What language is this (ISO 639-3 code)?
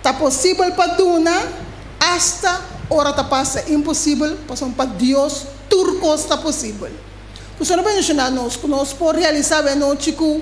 pap